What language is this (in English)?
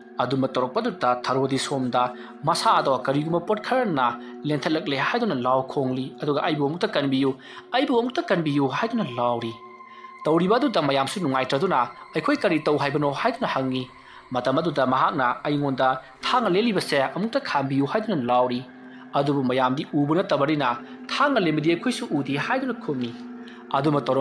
Manipuri